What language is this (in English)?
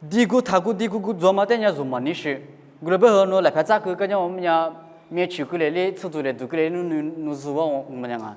Lisu